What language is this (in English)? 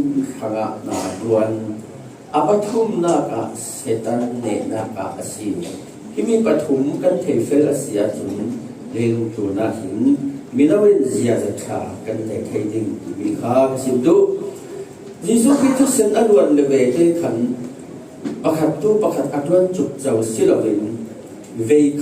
Falam Chin